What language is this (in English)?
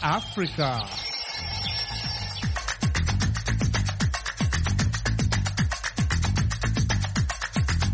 Swahili